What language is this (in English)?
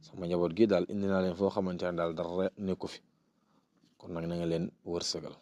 Wolof